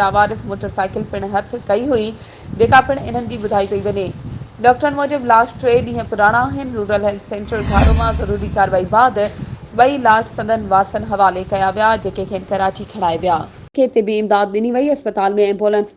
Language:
Sindhi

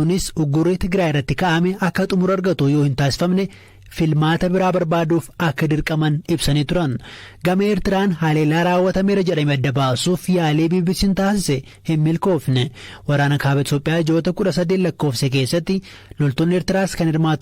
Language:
Oromo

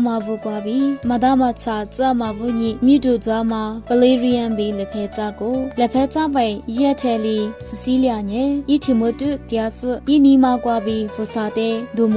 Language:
Lisu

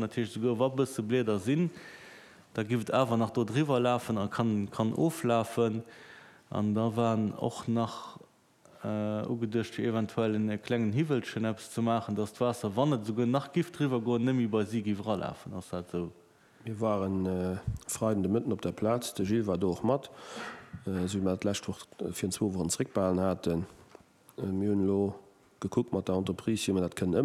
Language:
Luxembourgish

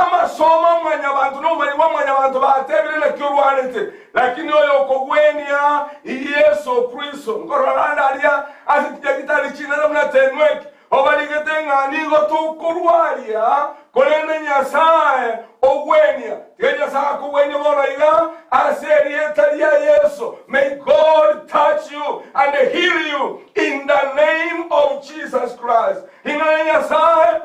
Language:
Gusii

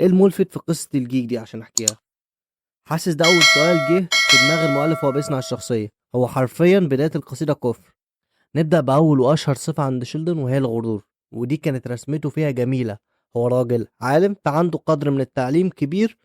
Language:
Egyptian Arabic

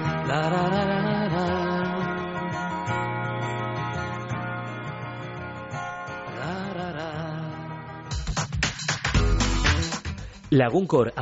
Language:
Basque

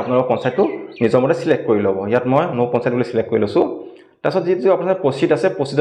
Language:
Assamese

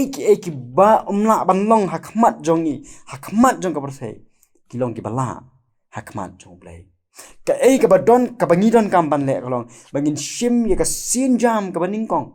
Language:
Khasi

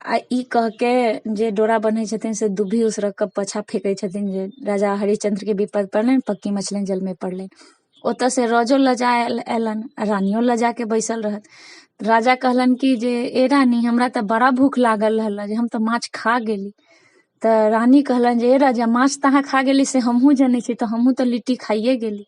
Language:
Maithili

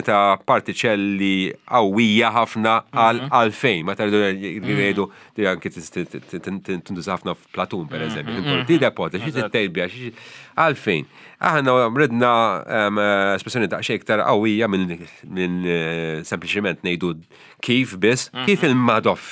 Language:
Maltese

